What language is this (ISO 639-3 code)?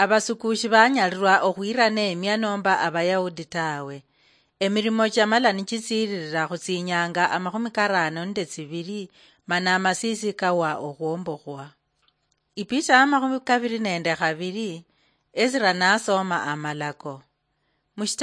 luy